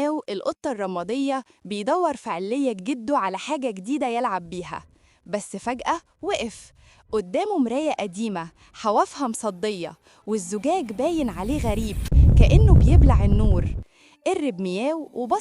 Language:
Egyptian Arabic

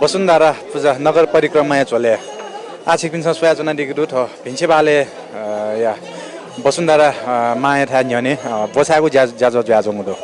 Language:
Newari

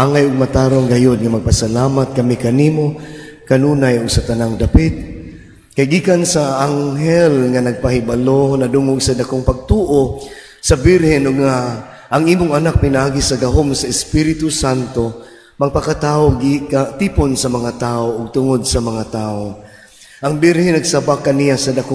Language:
Cebuano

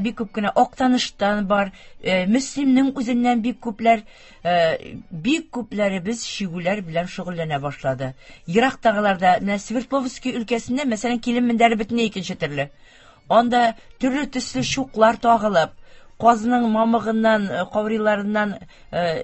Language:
Tatar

